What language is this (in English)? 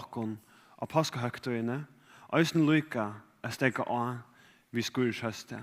Faroese